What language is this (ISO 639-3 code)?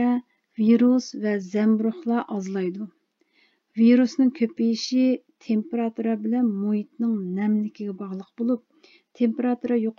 uig